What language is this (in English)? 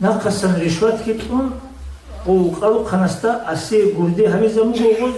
Avaric